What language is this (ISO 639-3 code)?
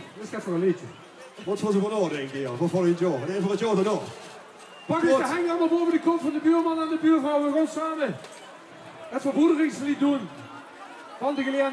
lim